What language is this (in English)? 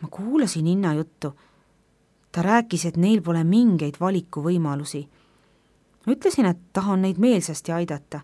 Estonian